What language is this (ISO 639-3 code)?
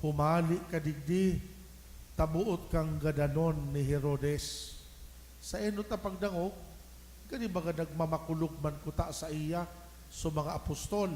bik